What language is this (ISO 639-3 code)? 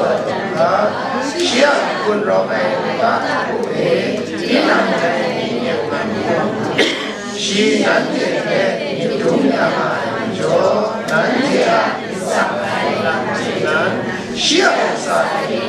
kac